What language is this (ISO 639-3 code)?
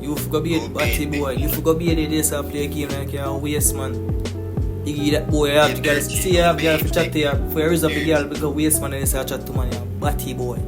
jam